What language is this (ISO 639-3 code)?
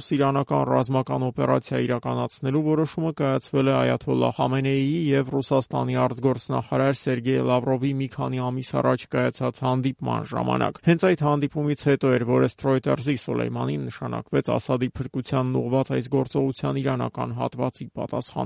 hye